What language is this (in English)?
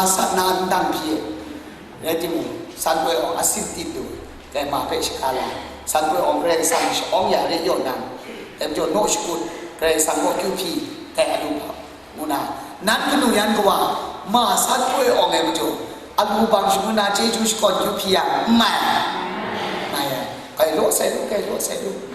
Kachin